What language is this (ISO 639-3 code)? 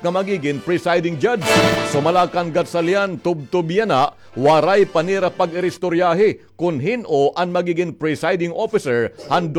war